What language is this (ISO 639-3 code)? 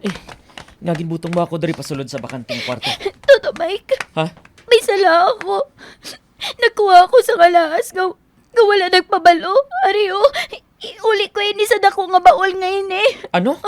hil